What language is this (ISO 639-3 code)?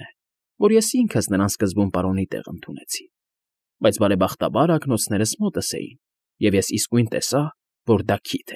hye